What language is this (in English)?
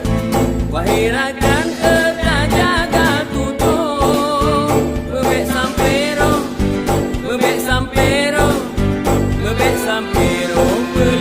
Achinese